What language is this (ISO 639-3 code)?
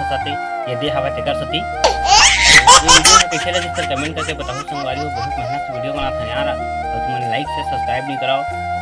hne